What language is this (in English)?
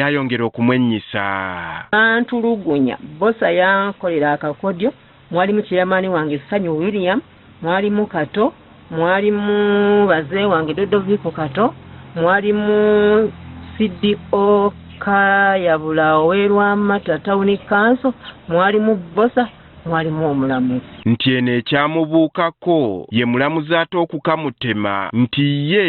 Ganda